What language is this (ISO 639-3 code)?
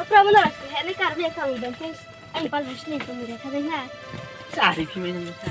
ria